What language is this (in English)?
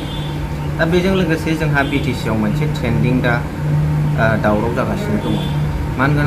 Bodo